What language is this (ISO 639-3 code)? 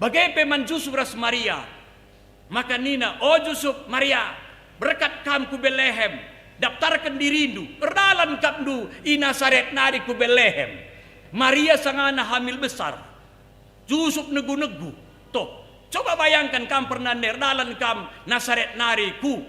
btx